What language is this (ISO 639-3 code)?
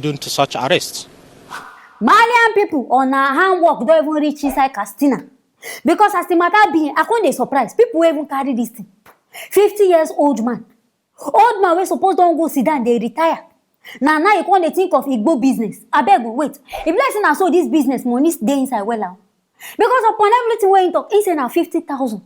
pcm